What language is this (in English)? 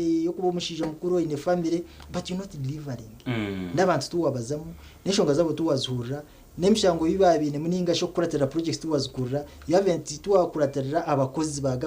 Nyankole